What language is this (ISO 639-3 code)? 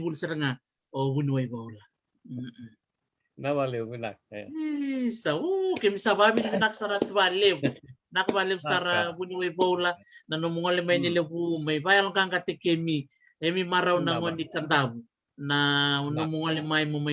fij